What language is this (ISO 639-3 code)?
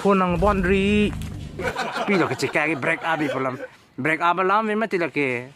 mjw